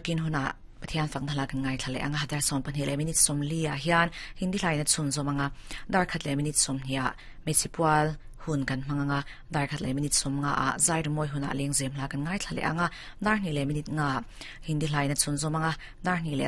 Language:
Mizo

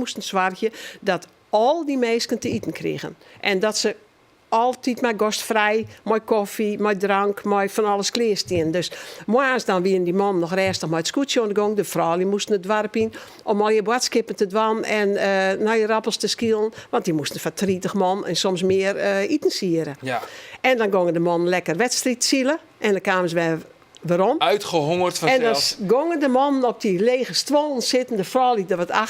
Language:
Western Frisian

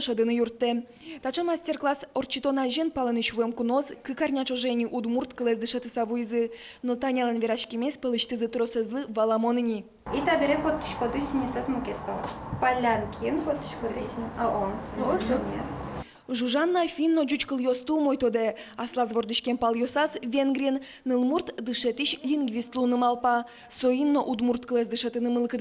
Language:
Udmurt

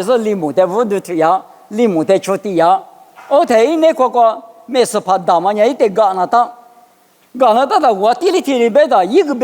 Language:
Lisu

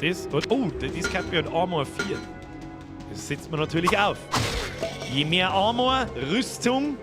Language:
Bavarian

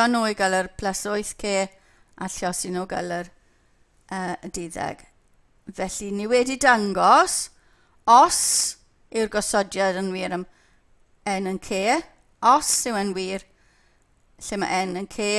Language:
Welsh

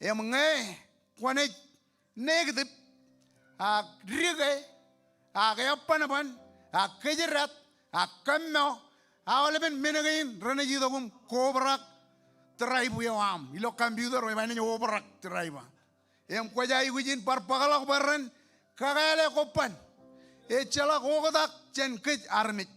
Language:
Marshallese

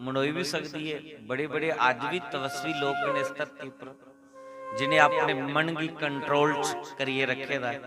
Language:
Dogri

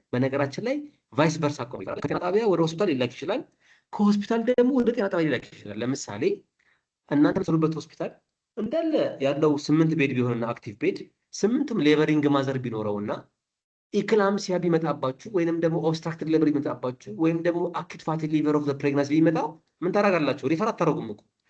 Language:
Amharic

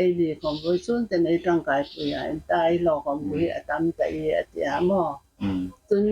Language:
Hmar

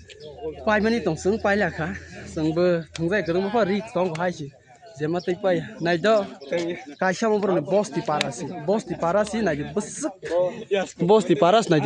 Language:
Kok Borok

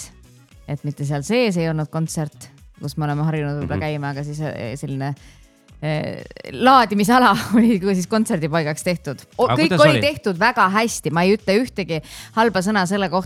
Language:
Estonian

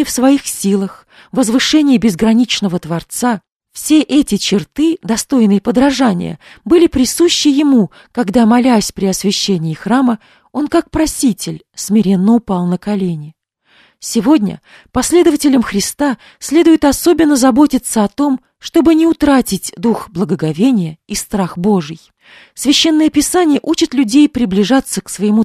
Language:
Russian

